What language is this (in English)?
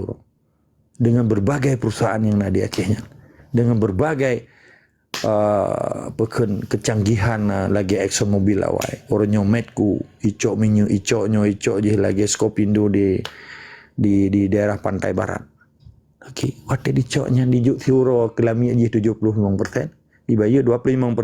Achinese